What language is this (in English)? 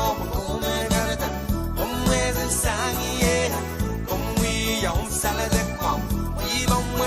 Pohnpeian